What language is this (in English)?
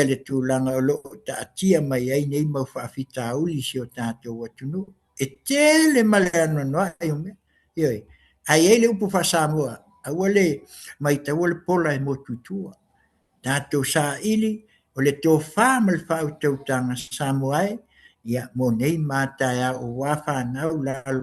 Samoan